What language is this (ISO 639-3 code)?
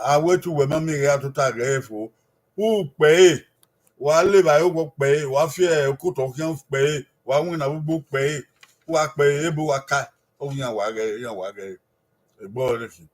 bin